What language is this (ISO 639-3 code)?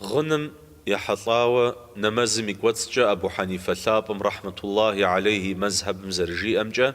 kbd